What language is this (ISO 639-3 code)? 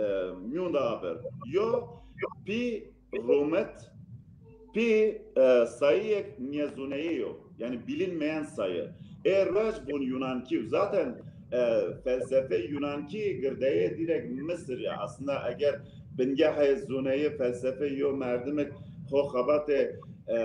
zza